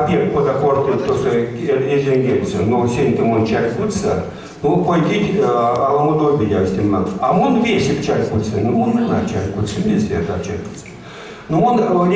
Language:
Erzya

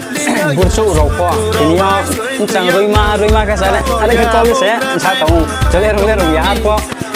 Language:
Riang (India)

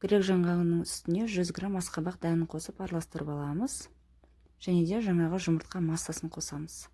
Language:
Kazakh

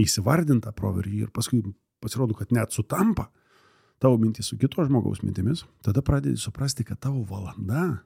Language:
Lithuanian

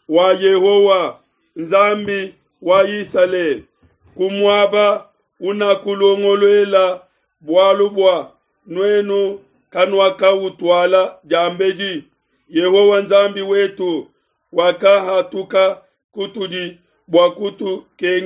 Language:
Luba-Lulua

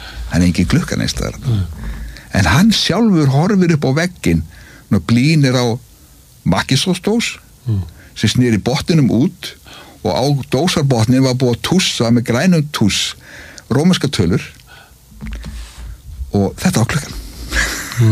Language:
Icelandic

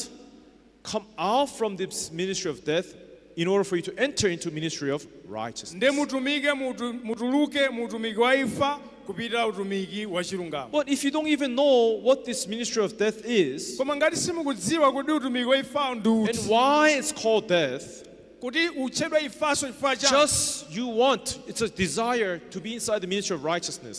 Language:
Nyanja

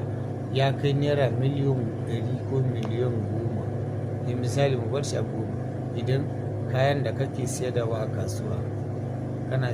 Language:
Hausa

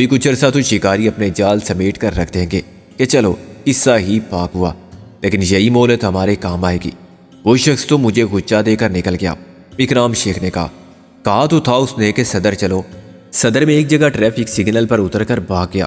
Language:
Urdu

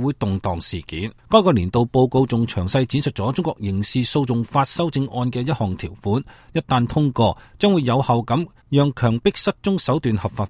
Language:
Cantonese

